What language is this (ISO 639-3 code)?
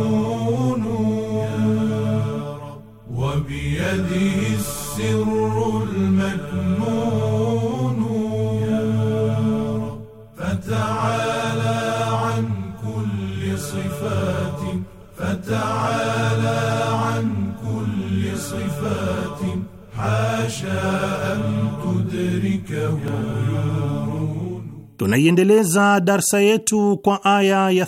swa